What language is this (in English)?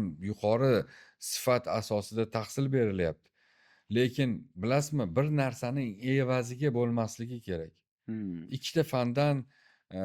Uzbek